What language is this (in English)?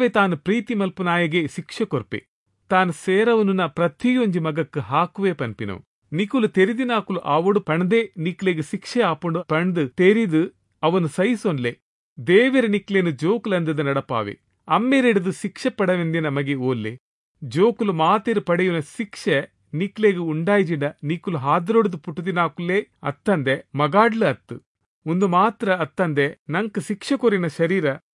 Tulu